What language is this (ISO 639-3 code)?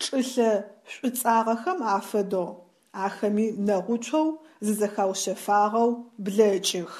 ady